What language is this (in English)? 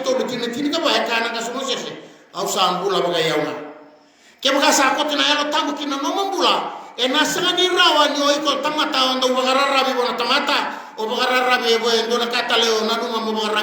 Fijian